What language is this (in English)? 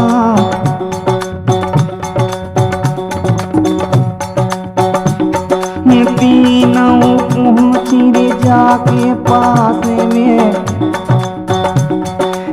Hindi